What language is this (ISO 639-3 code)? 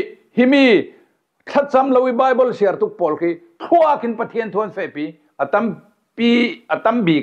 cfm